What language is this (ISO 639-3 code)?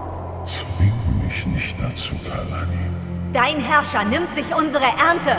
gsw